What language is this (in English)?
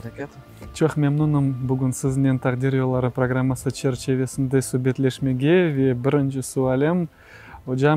Crimean Tatar